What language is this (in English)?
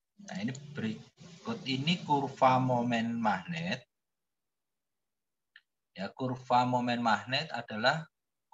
Indonesian